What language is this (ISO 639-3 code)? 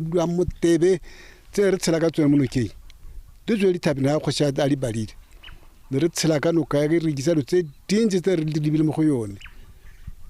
tsn